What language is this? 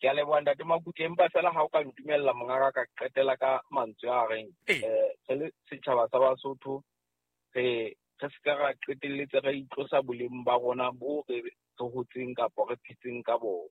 Southern Sotho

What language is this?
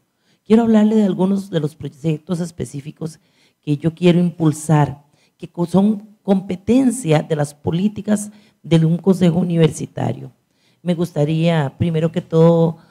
Spanish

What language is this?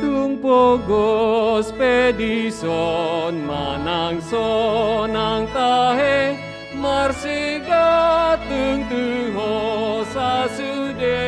Batak Toba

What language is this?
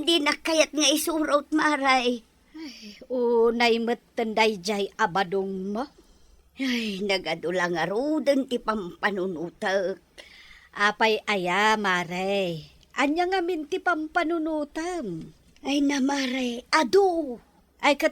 Iloko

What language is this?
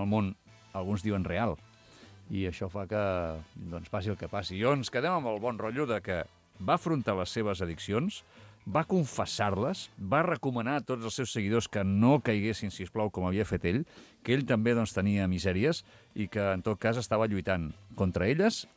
Catalan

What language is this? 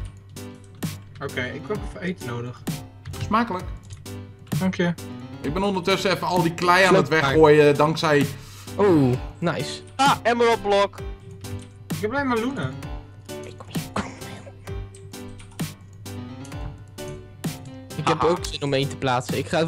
Dutch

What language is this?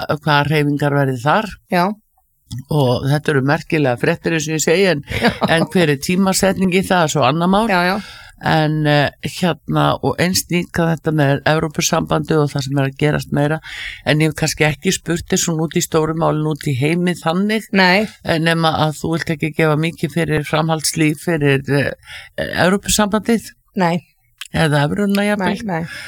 Icelandic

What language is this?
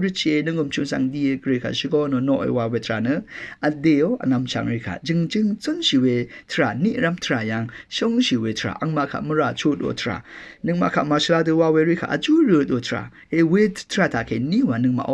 Rawang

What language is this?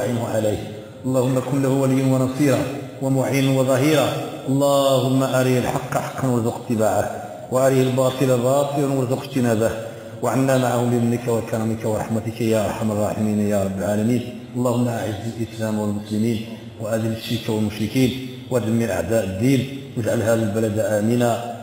Moroccan Arabic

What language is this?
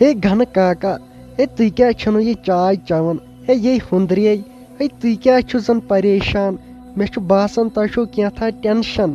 Kashmiri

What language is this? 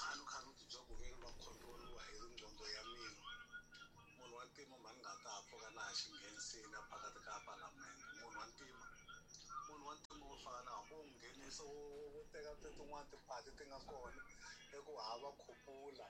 Tsonga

